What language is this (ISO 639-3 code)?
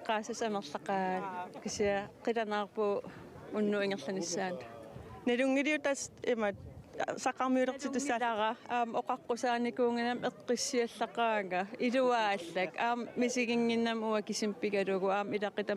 kal